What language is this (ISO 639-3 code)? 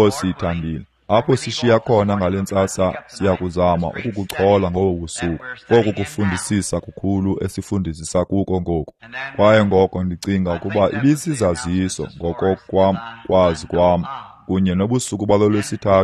xho